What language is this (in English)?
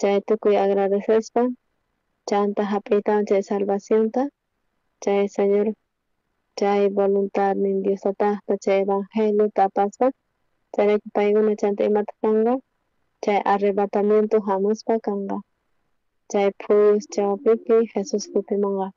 South Bolivian Quechua